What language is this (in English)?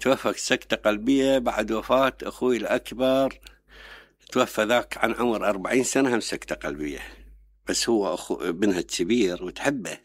Mesopotamian Arabic